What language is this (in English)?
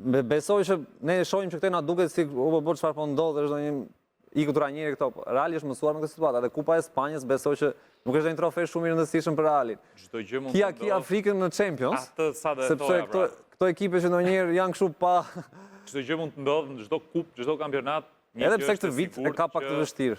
Albanian